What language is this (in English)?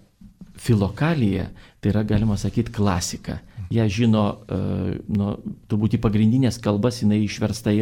Lithuanian